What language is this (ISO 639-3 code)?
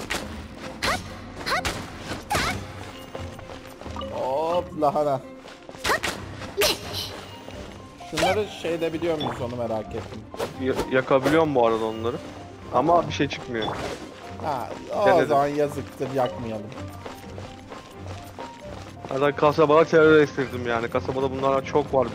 tur